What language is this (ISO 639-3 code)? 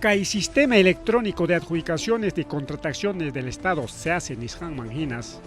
quy